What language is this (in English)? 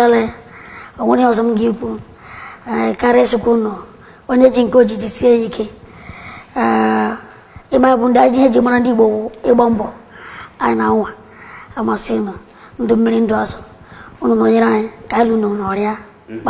Igbo